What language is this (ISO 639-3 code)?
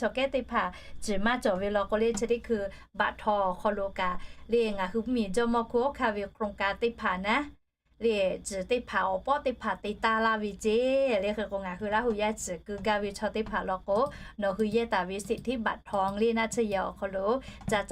lhu